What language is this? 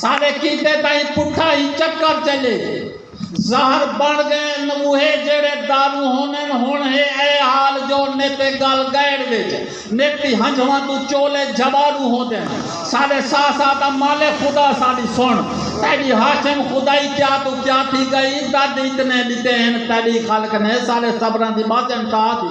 Saraiki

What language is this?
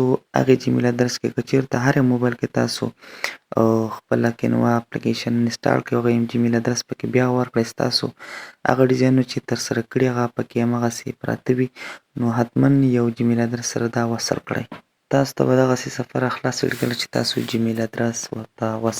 Pashto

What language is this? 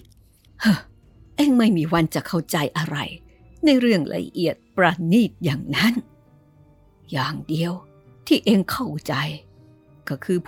Thai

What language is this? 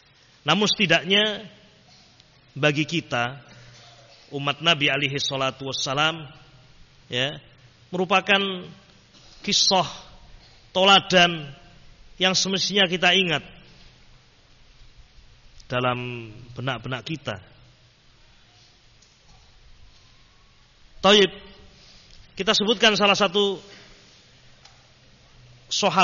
Indonesian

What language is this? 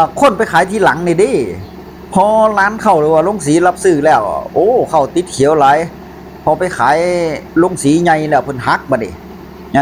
Northeastern Thai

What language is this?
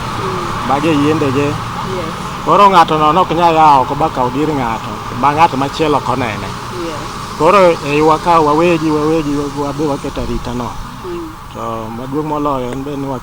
Luo (Kenya and Tanzania)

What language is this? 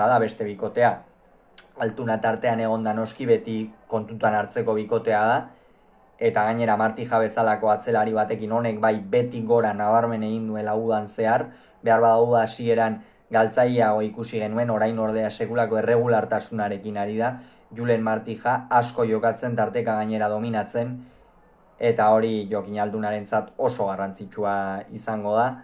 Basque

